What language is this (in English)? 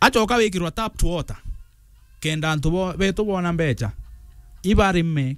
Meru